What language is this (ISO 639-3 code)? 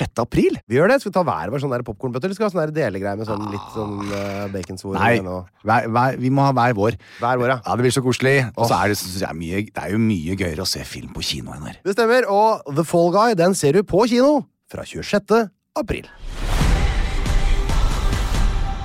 nor